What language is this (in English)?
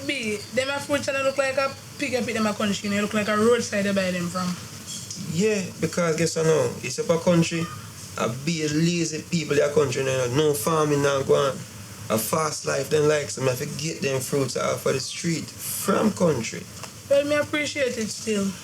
Jamaican Creole English